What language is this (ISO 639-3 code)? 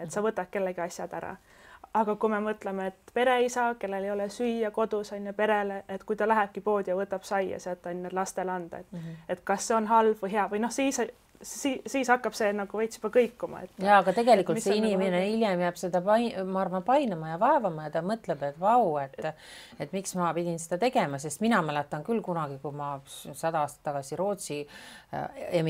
est